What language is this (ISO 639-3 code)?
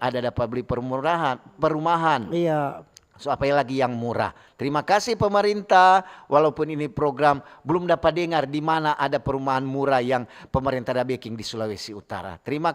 xmm